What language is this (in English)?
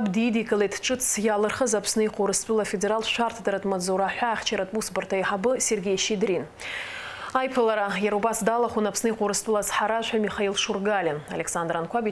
Abkhazian